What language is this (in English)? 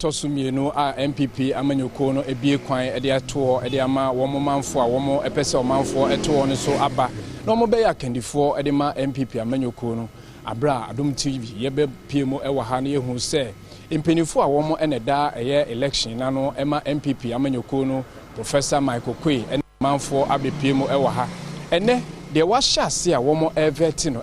Akan